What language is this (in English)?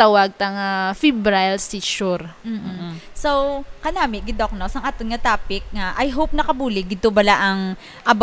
Hiligaynon